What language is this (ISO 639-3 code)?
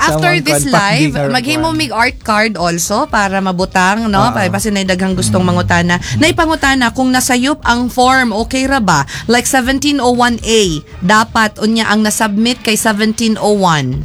ceb